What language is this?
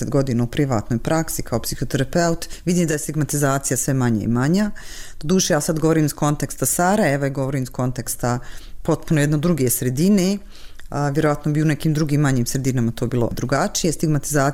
Bosnian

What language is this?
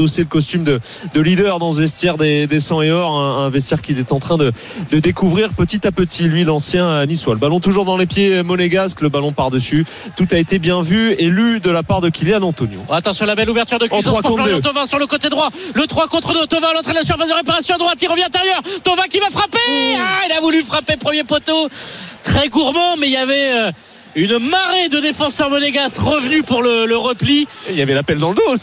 French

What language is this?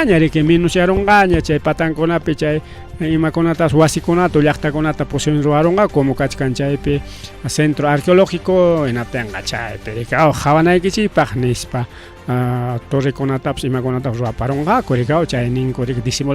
Ayacucho Quechua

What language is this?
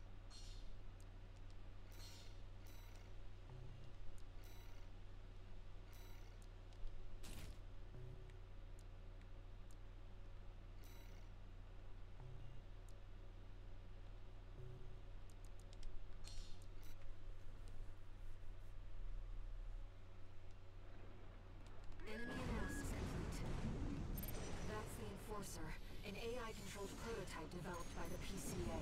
English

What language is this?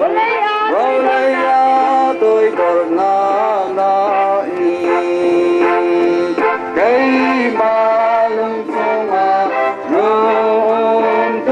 Hakha Chin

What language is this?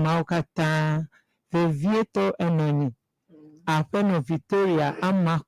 Ewe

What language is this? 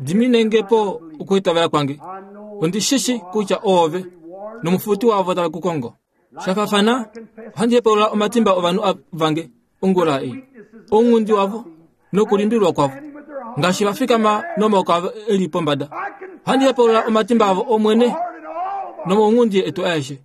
Kuanyama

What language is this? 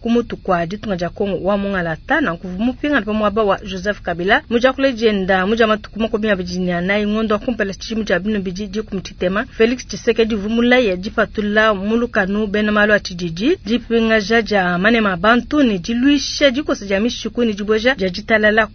Luba-Lulua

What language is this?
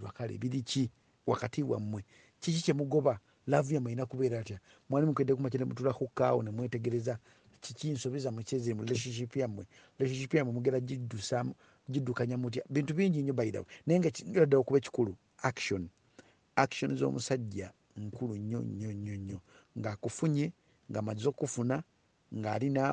Ganda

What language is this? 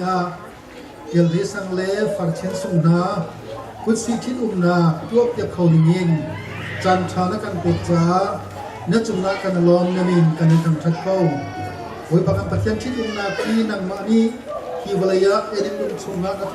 Hakha Chin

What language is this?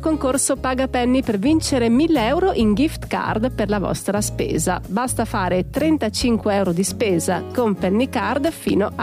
Italian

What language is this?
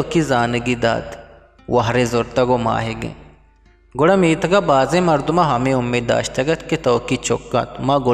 Eastern Balochi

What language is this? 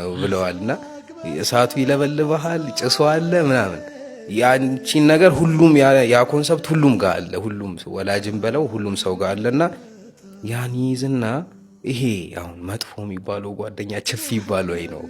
Amharic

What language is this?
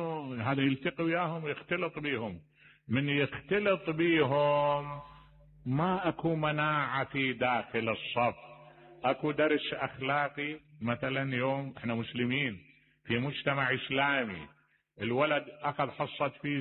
Mesopotamian Arabic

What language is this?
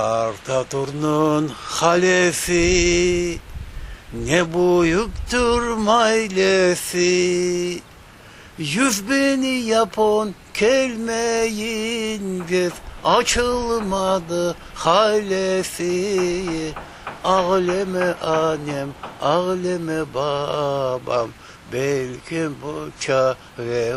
Crimean Tatar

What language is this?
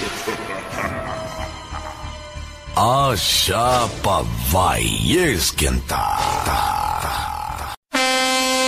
Portuguese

